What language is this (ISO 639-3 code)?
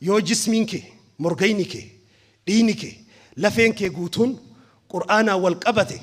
orm